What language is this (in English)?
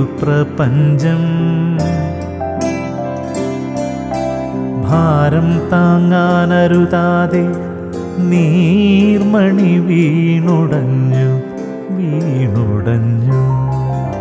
Malayalam